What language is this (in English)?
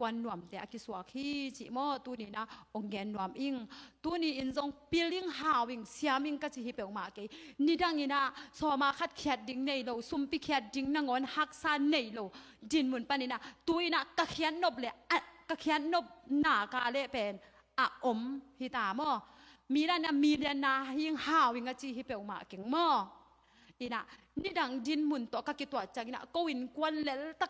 Tedim Chin